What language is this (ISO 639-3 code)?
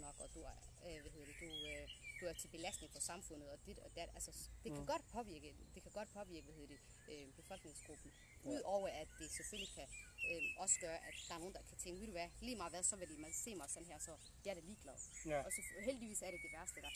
dan